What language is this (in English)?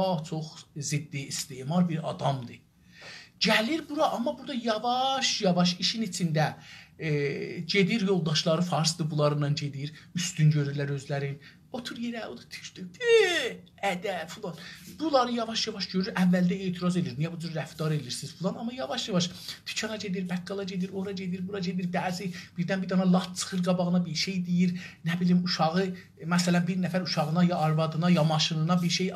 South Azerbaijani